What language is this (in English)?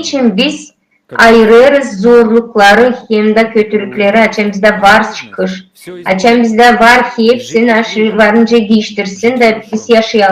Gagauz